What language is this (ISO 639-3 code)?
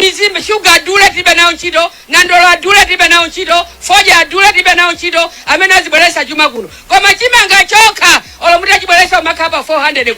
nya